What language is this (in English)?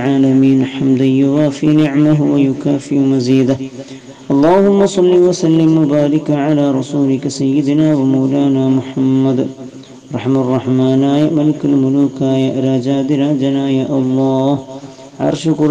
Malayalam